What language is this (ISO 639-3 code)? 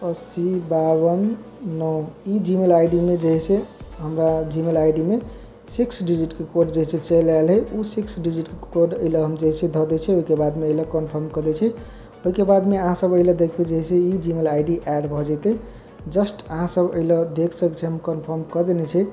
mai